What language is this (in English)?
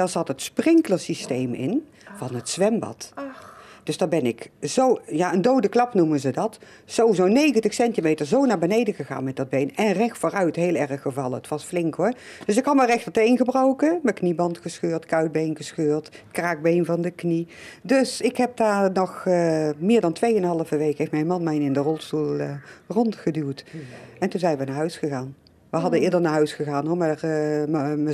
Dutch